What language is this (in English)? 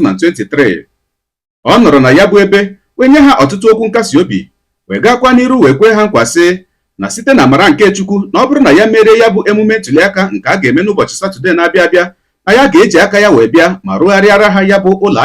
Igbo